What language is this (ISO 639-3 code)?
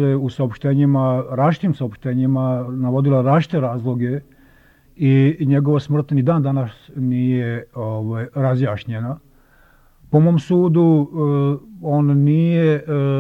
srp